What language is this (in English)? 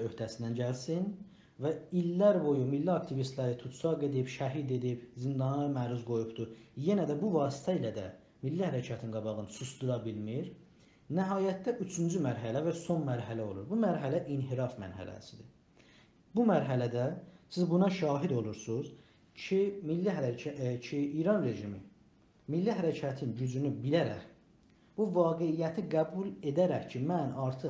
South Azerbaijani